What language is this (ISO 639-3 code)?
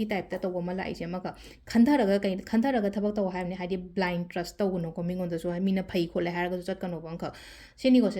mni